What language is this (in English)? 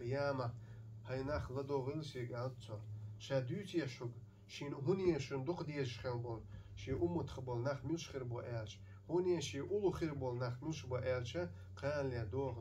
Chechen